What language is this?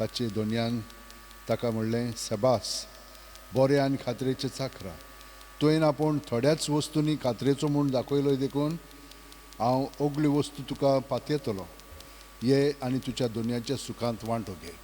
Konkani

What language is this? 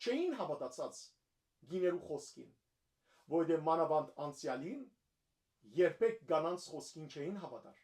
Western Armenian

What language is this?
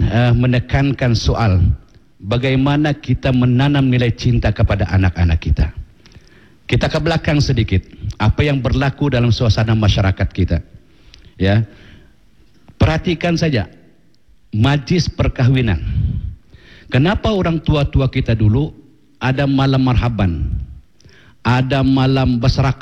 Malay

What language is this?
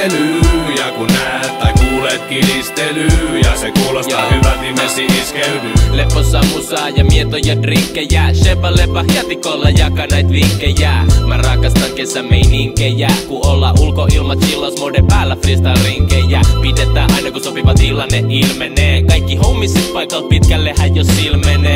Finnish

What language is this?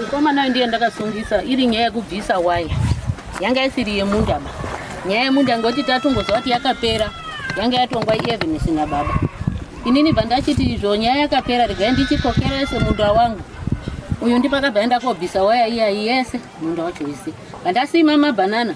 Shona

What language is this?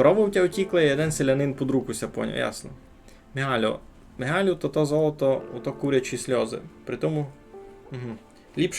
Rusyn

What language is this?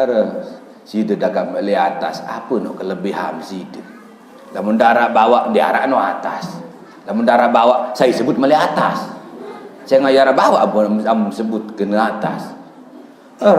Sasak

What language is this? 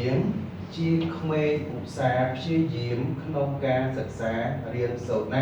Khmer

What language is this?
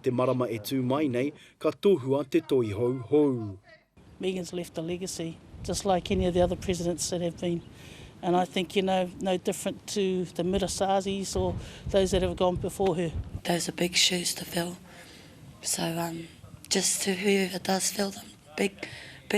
Māori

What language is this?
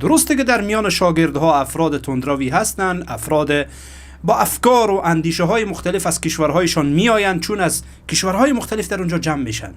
Persian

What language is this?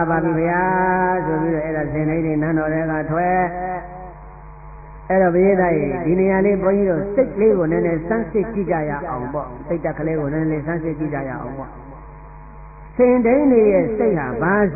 Burmese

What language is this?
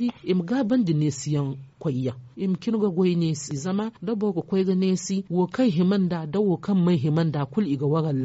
Zarma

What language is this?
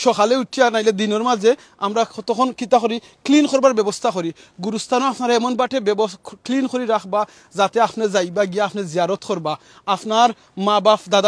Sylheti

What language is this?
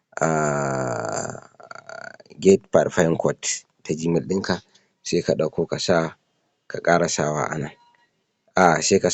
Hausa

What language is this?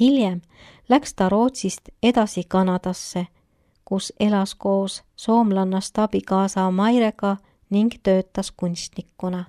Estonian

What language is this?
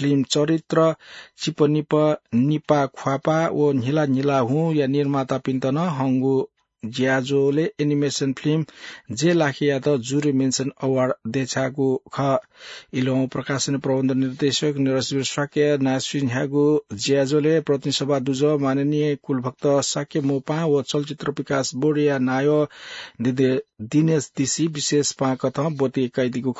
Newari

